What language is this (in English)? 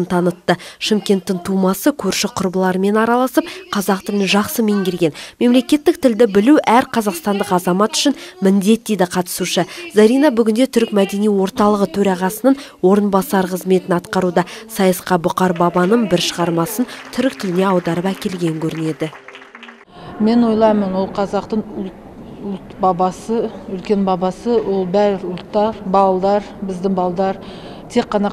Kazakh